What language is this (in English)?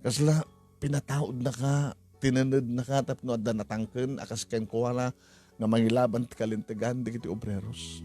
Iloko